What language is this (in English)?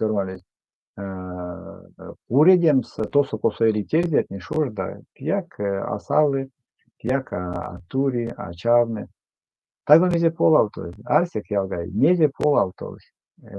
Erzya